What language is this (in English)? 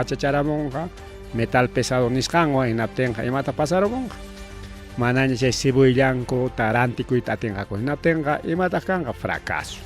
Ayacucho Quechua